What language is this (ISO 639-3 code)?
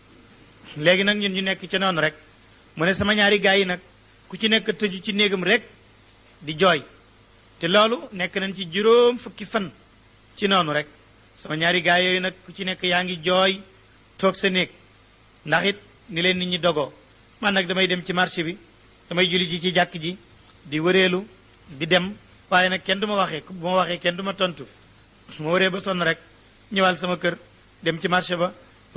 wol